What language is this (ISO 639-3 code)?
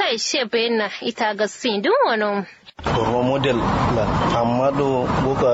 kau